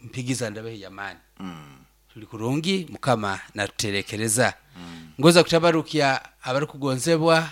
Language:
Nyoro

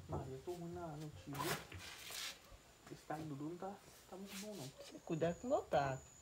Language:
Portuguese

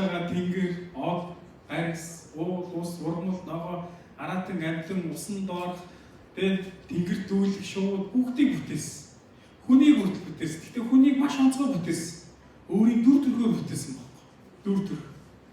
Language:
Mongolian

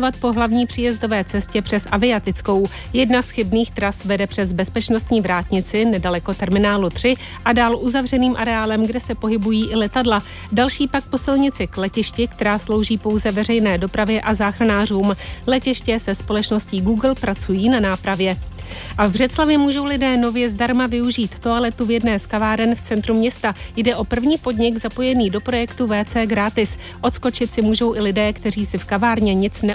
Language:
Czech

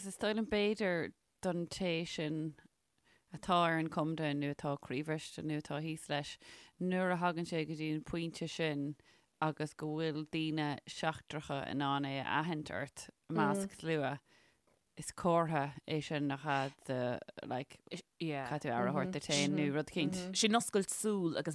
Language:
Irish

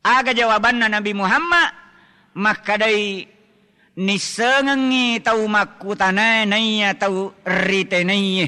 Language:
Buginese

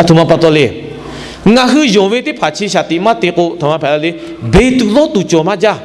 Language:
Lahu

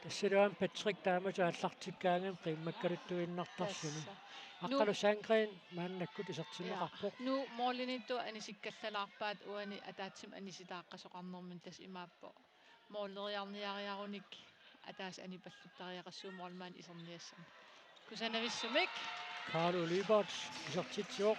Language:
Kalaallisut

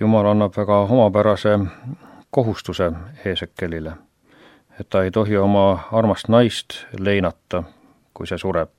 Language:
Estonian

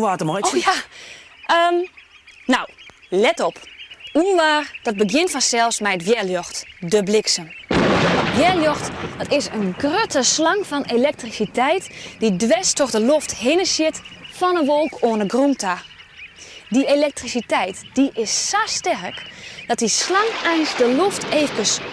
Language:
Western Frisian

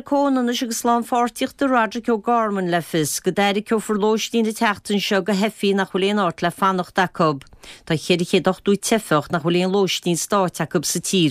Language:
Irish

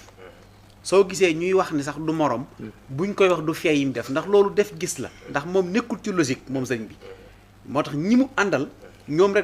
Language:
Wolof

